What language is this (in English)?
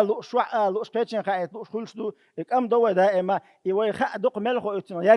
Chechen